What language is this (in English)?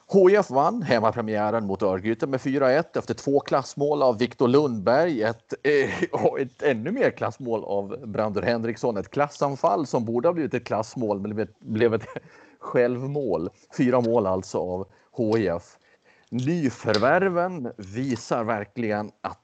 Swedish